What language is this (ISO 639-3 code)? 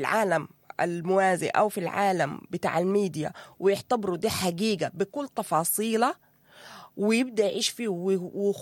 apd